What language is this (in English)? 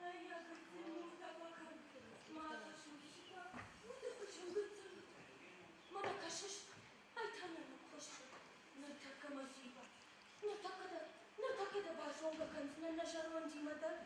Ossetic